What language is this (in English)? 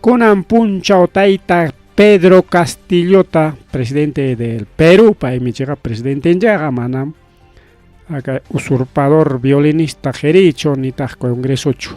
Ayacucho Quechua